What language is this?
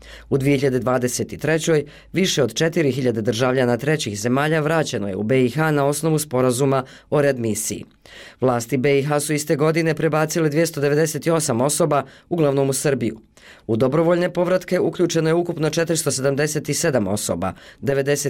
Bosnian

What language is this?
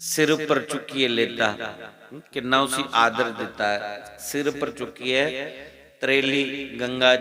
Dogri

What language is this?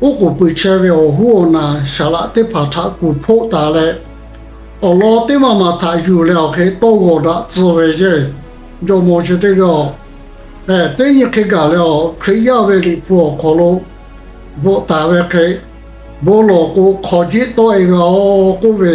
Lahu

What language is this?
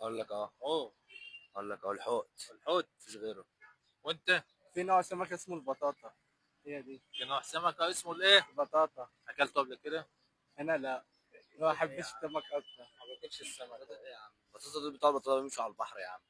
Egyptian Arabic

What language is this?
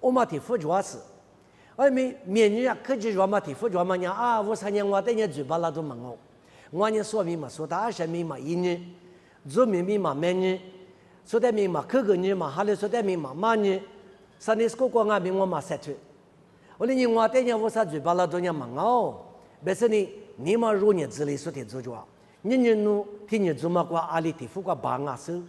Lisu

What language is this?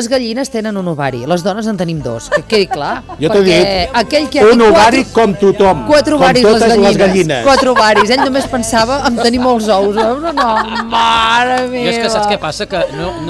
Catalan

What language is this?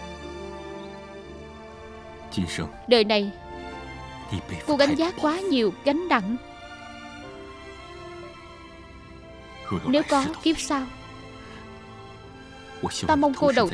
Vietnamese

